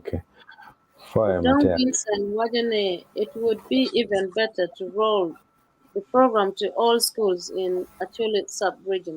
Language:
Acoli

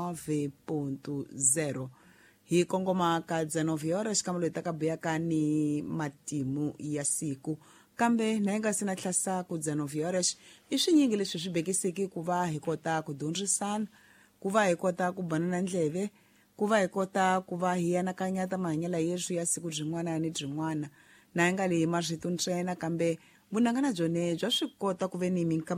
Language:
Tsonga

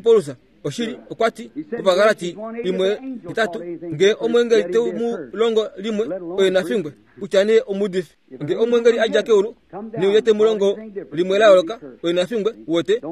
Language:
Kuanyama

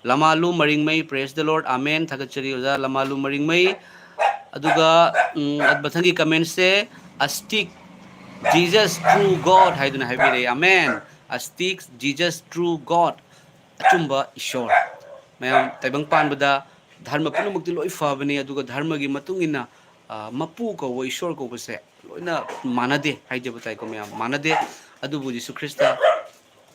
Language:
Manipuri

